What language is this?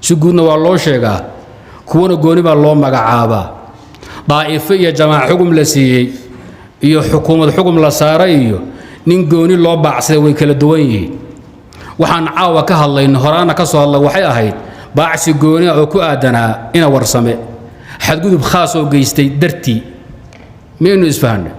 Somali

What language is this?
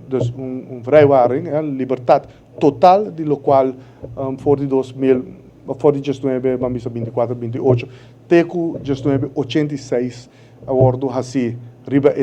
Papiamento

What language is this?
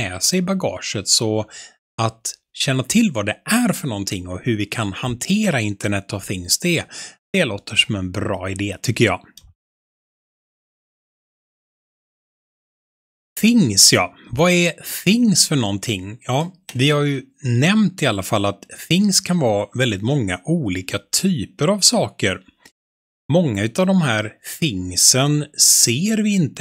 Swedish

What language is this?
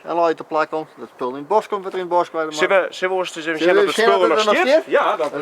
Western Frisian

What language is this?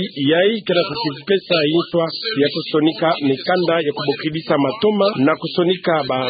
Kituba (Democratic Republic of Congo)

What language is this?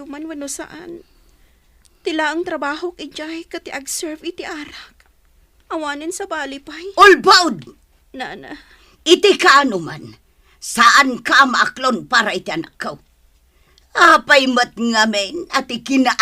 Iloko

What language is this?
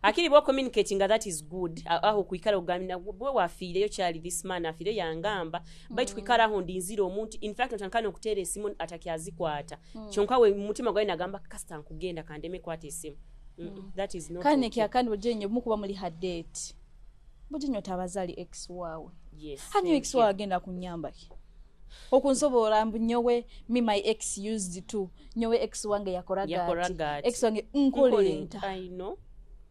Nyoro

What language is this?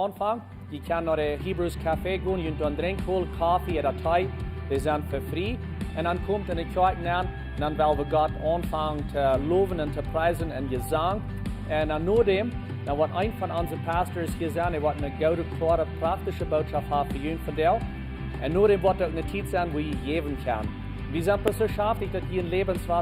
Plautdietsch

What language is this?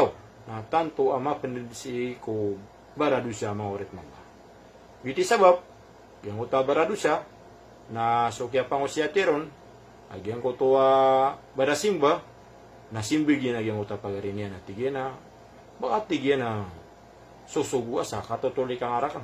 Maranao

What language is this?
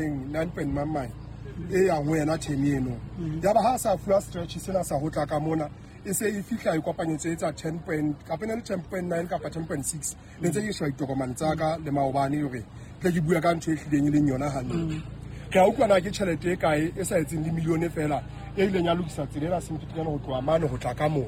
Southern Sotho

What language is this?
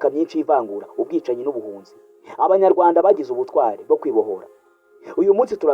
Kinyarwanda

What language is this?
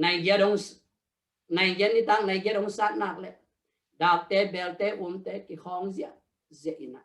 Tedim Chin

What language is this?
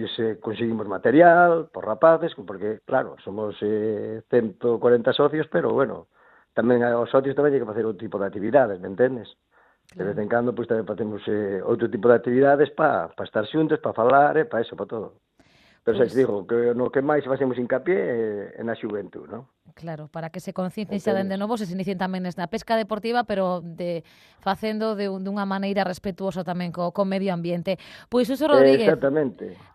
Galician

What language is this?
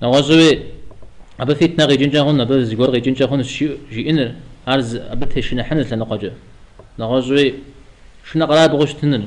Kabardian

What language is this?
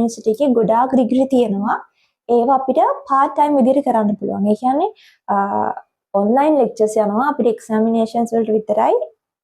Sinhala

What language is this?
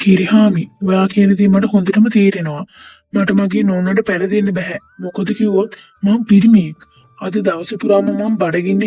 Sinhala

